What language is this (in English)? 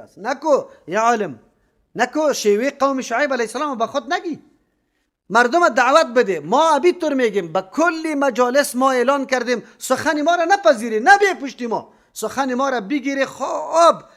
Persian